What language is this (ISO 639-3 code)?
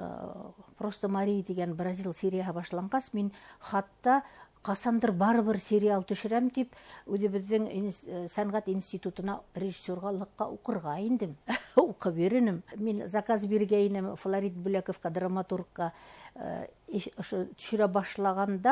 bak